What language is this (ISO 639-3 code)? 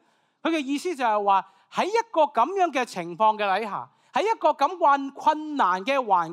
yue